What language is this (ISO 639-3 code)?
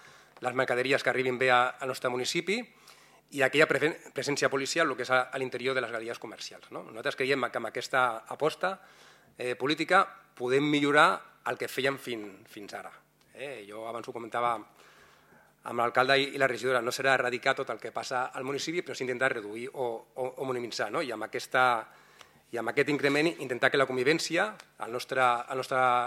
cat